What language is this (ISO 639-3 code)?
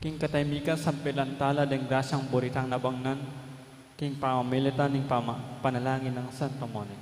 pam